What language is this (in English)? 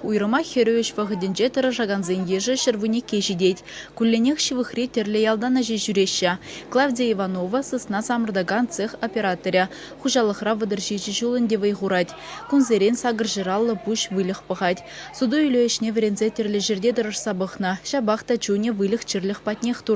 Chuvash